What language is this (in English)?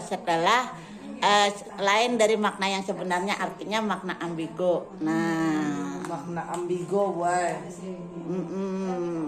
Banjar